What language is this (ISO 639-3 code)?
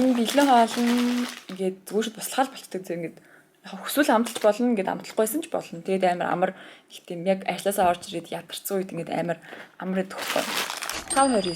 mon